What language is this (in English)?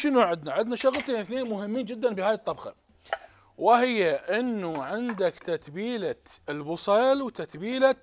Mesopotamian Arabic